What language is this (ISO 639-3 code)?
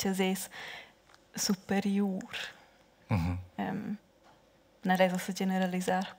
roh